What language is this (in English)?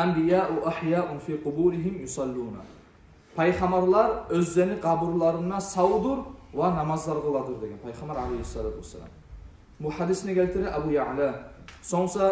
Kumyk